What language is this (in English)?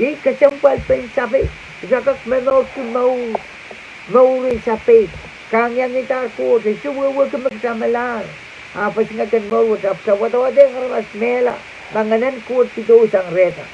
Pohnpeian